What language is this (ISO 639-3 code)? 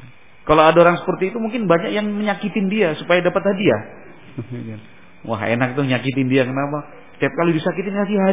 ind